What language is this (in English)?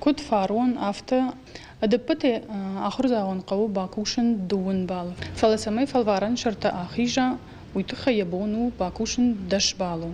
Ossetic